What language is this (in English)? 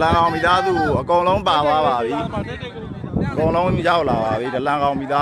Rohingya